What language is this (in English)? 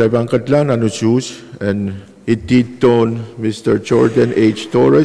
Pohnpeian